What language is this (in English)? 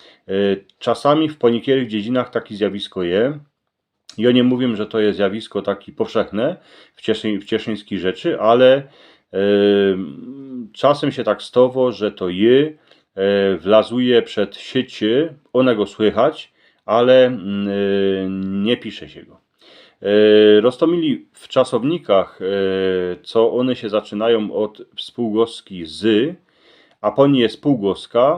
Silesian